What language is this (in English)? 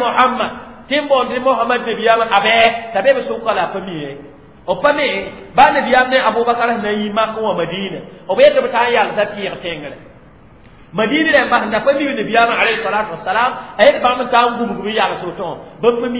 Mossi